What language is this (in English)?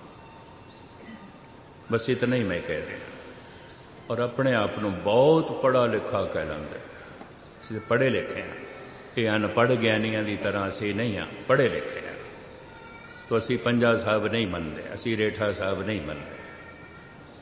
Punjabi